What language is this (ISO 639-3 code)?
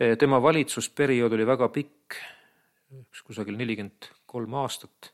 est